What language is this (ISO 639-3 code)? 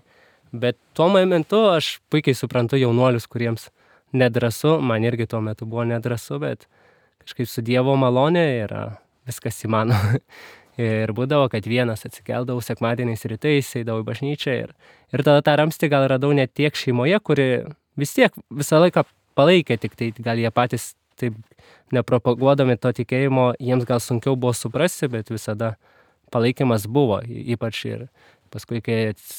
lit